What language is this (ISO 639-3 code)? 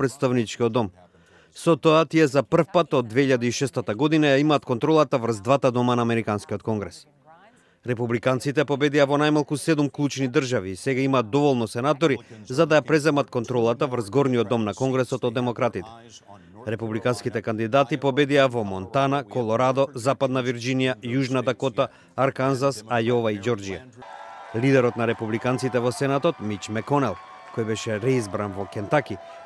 mkd